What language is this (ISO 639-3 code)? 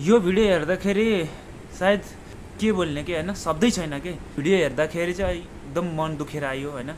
nep